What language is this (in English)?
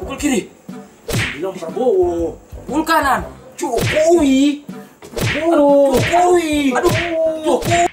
Manado Malay